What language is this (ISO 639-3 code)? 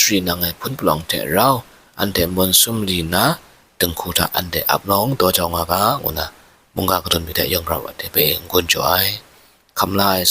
kac